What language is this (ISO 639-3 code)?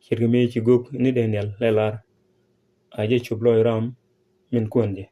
nus